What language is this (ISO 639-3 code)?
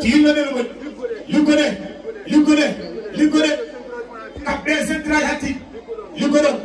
ful